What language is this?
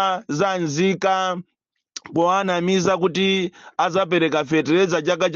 Nyanja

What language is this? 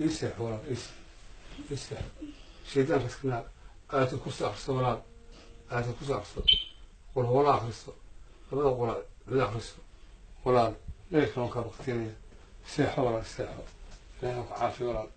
Somali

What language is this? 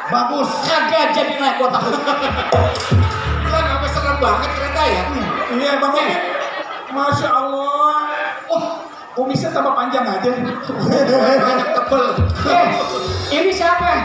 Betawi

